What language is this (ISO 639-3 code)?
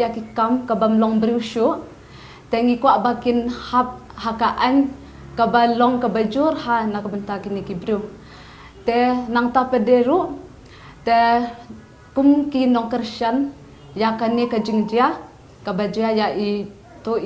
kha